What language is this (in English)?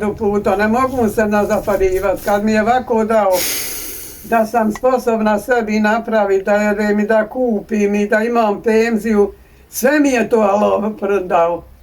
Bosnian